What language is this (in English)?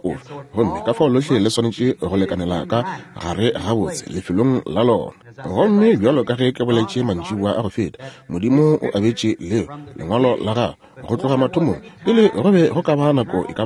Northern Sotho